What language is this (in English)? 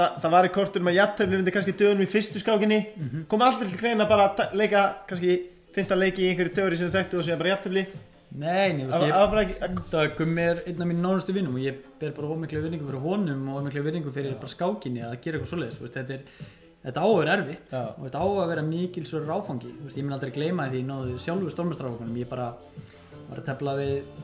Icelandic